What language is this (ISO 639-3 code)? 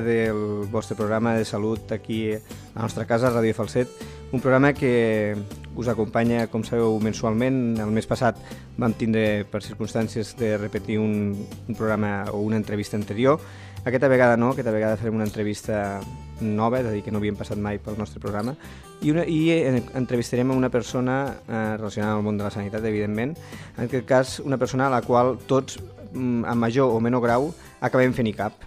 cat